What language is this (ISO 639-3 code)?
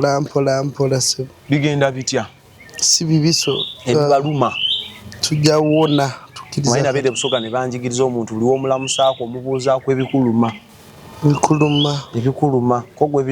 lug